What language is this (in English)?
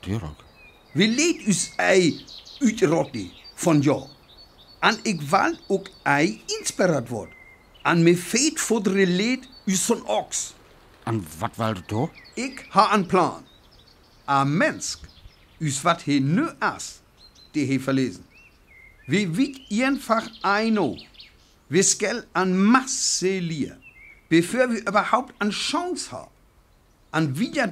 Northern Frisian